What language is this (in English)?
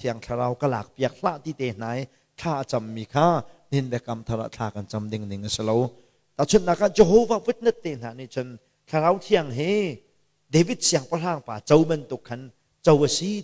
Hakha Chin